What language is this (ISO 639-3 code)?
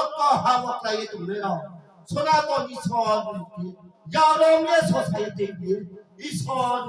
ria